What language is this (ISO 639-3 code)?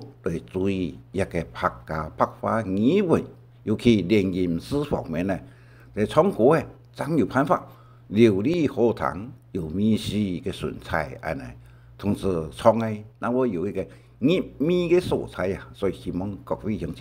hak